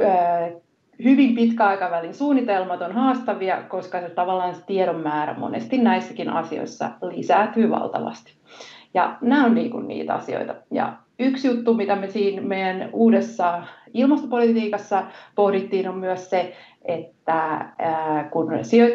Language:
Finnish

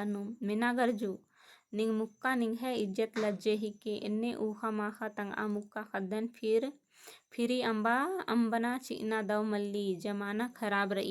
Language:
Kurukh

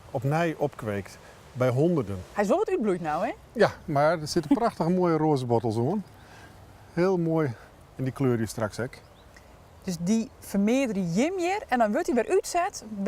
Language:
Western Frisian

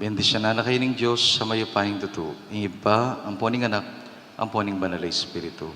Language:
Pampanga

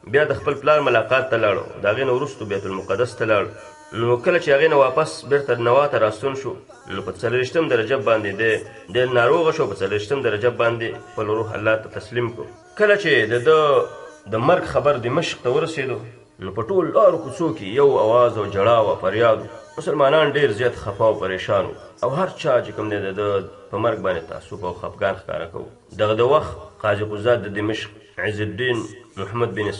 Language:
Pashto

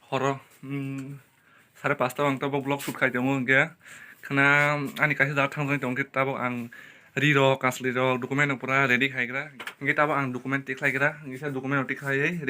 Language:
Kok Borok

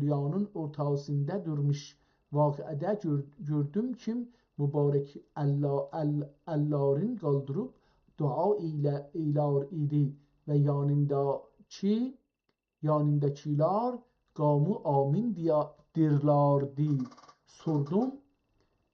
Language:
South Azerbaijani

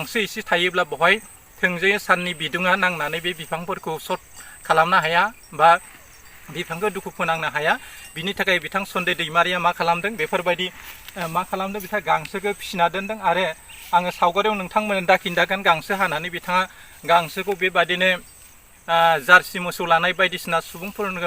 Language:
Bodo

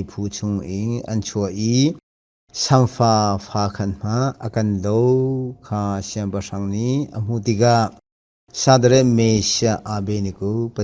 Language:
Hakha Chin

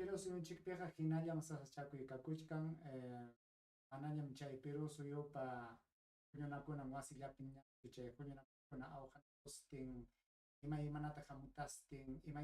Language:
Ayacucho Quechua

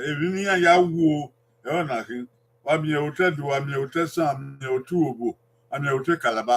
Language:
Bini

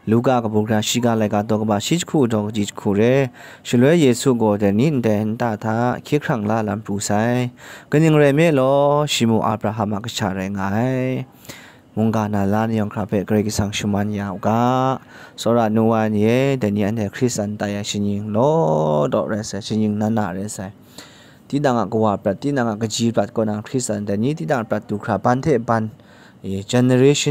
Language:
Kachin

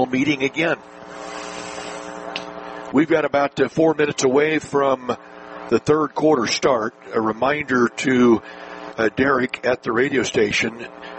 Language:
English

